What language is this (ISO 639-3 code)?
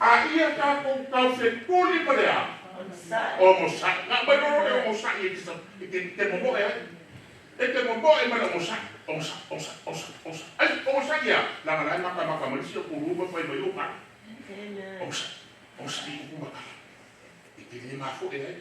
smo